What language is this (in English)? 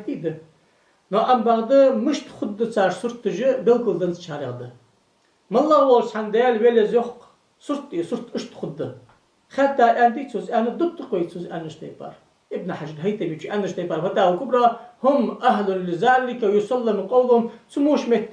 Ingush